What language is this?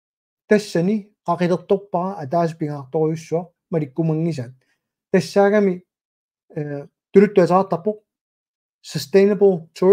Kalaallisut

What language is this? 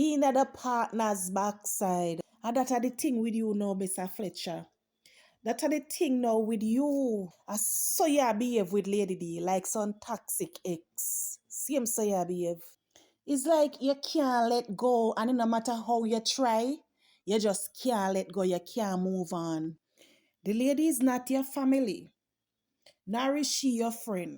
Jamaican Creole English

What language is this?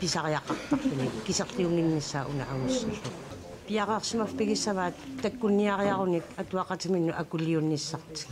Kalaallisut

